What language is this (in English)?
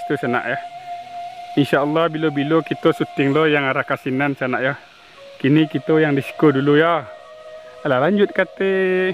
Minangkabau